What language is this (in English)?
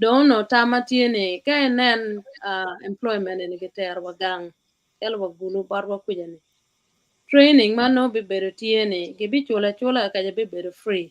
Acoli